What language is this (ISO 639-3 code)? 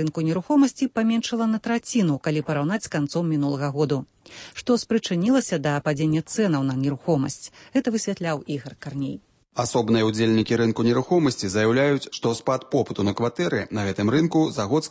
bel